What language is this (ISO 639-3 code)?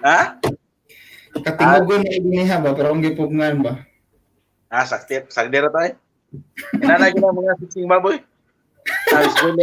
ceb